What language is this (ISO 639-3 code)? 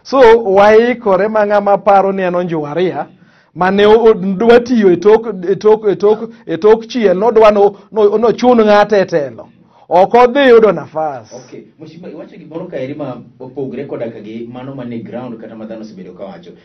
luo